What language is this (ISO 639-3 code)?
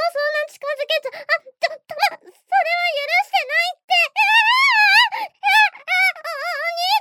jpn